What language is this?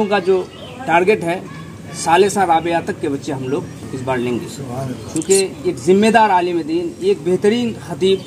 Urdu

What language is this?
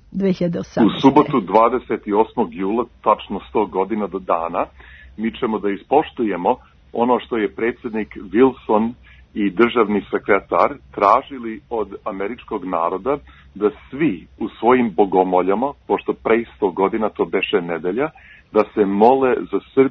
Serbian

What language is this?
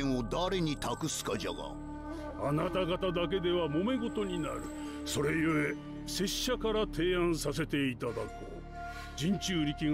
Japanese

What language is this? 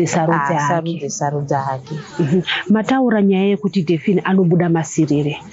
Shona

